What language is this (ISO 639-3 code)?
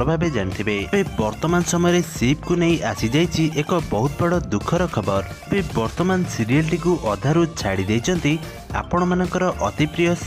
ori